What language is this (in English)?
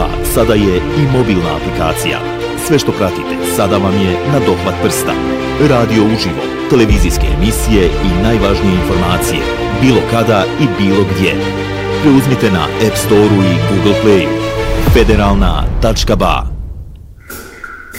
Bosnian